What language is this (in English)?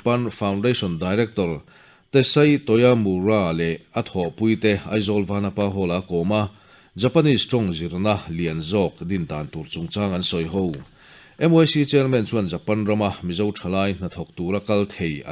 Mizo